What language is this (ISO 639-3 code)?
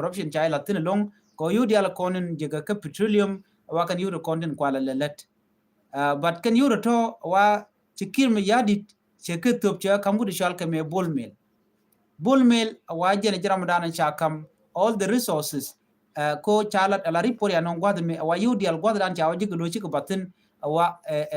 nus